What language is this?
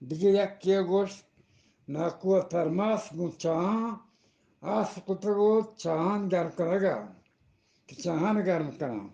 Eastern Balochi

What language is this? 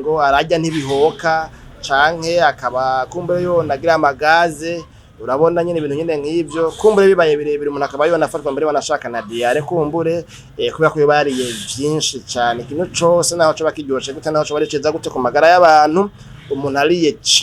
Rundi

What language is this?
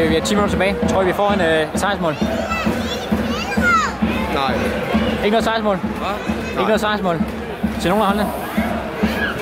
Danish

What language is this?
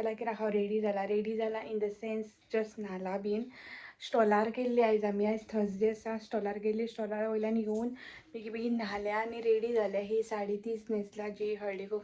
Konkani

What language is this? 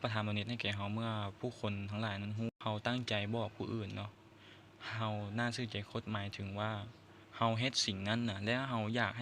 Lao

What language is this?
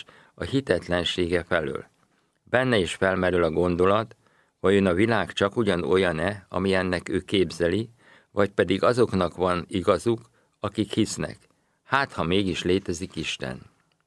Hungarian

